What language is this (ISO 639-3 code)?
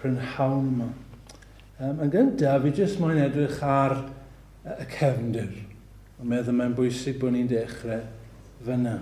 cym